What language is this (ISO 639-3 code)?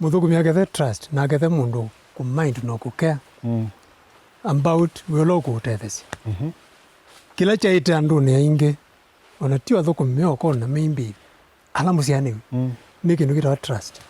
kam